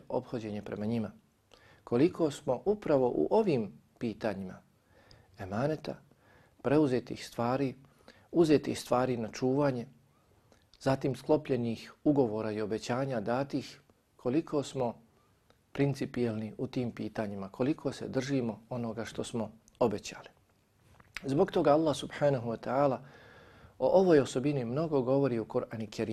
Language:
Bosnian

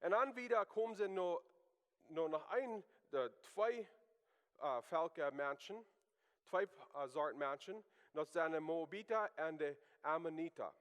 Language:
Plautdietsch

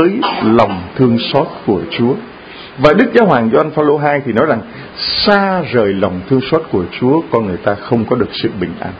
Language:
Vietnamese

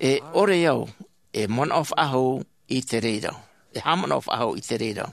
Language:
Tahitian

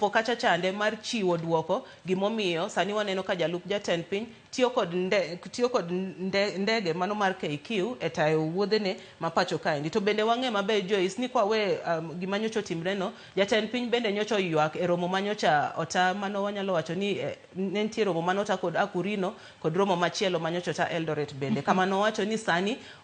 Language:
Luo (Kenya and Tanzania)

